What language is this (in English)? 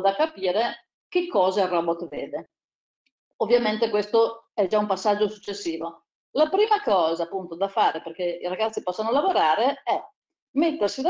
Italian